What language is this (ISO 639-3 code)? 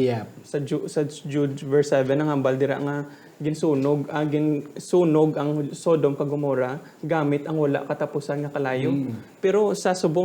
hil